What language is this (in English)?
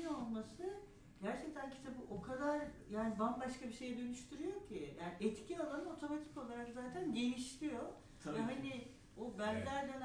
Turkish